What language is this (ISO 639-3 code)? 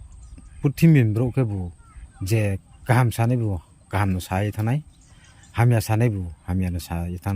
ria